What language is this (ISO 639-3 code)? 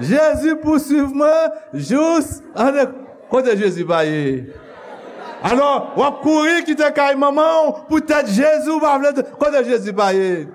hat